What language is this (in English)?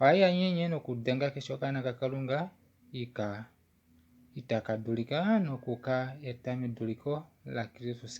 Kuanyama